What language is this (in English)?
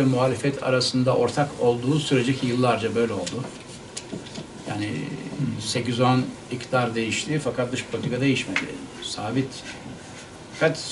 Turkish